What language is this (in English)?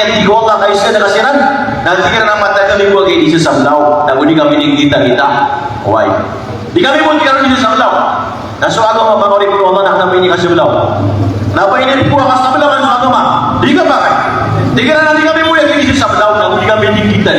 Maranao